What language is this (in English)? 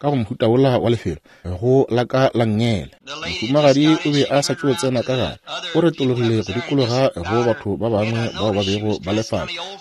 Northern Sotho